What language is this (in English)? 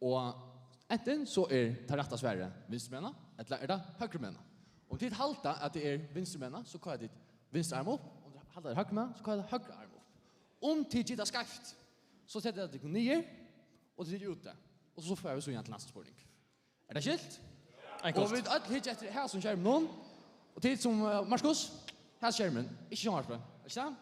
Faroese